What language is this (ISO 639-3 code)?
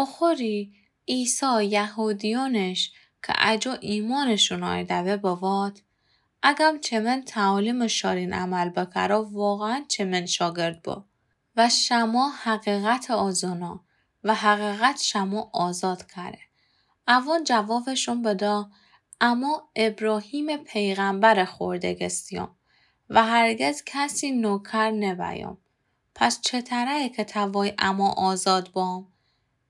glk